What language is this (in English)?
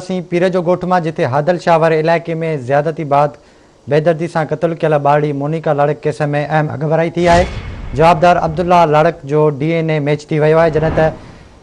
Sindhi